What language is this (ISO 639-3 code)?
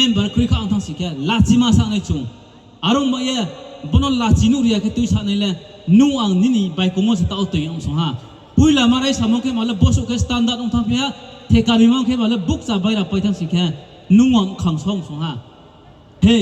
ria